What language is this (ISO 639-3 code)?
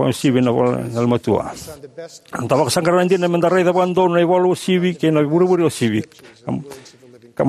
fij